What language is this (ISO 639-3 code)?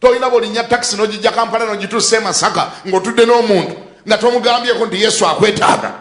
lug